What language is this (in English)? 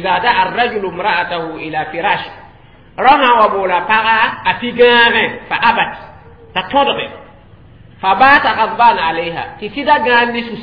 Mossi